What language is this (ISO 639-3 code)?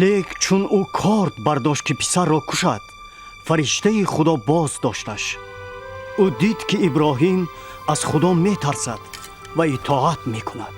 tgk